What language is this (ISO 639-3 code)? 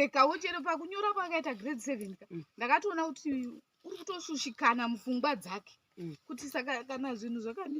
sna